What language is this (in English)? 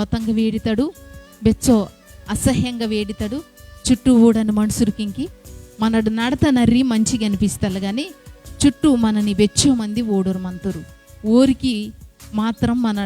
Koya